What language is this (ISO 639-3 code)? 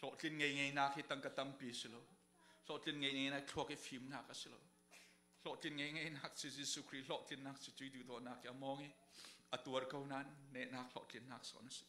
cfm